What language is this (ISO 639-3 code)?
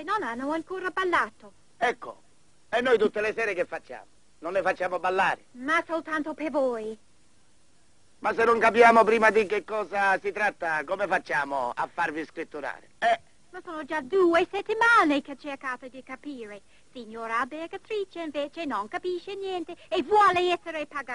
ita